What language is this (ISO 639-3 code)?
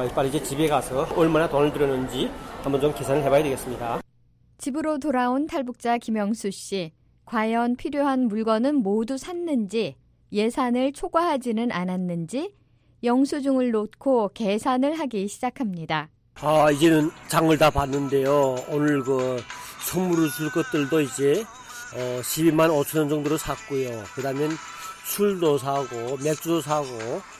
kor